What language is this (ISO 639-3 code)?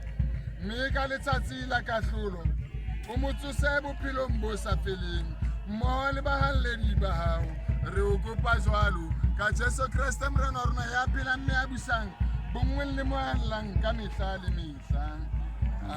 sot